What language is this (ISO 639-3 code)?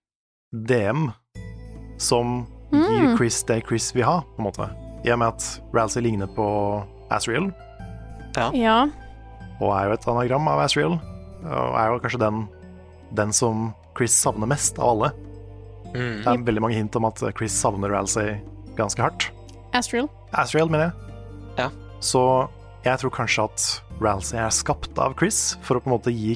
nor